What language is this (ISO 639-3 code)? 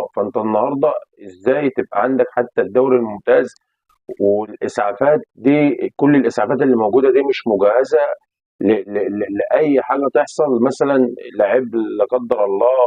arz